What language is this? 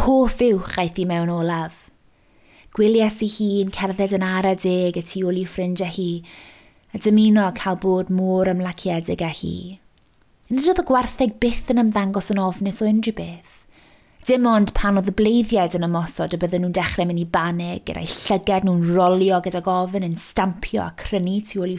Welsh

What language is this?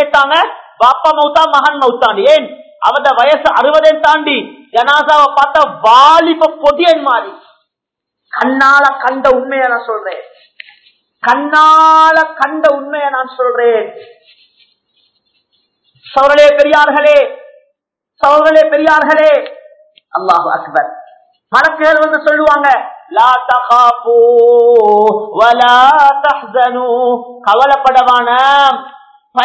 Tamil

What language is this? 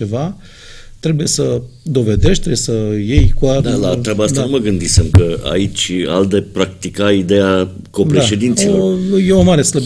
Romanian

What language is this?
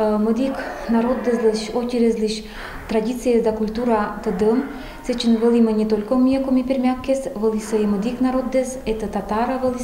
Komi-Permyak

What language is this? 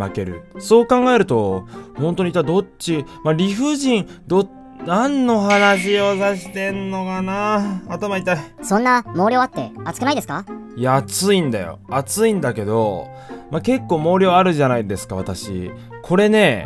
Japanese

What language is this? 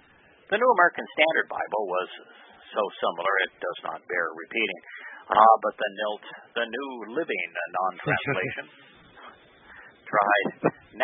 English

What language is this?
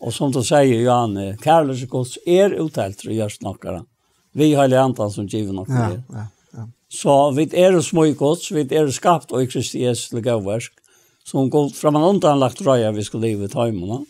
Faroese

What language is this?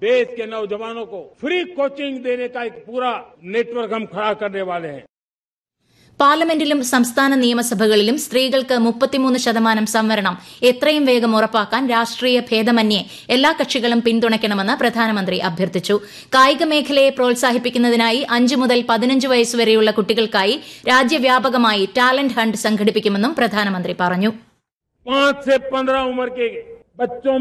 Malayalam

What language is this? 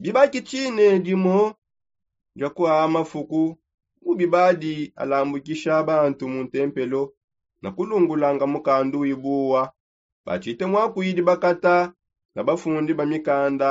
Songe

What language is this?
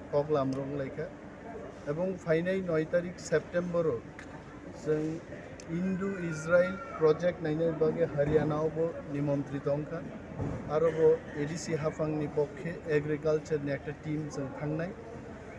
Kok Borok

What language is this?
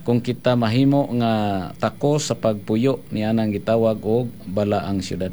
Cebuano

